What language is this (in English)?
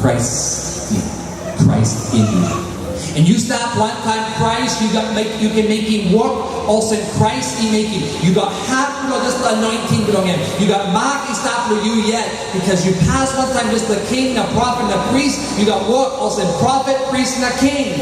Tok Pisin